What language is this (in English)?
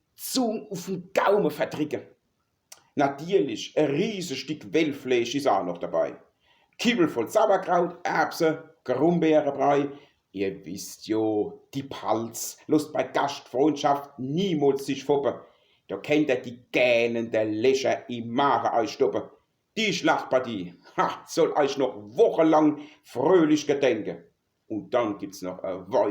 Palatine German